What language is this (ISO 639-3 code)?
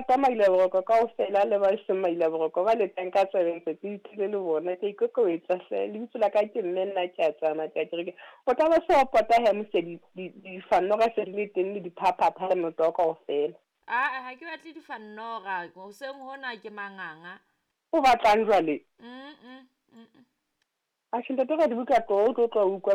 sot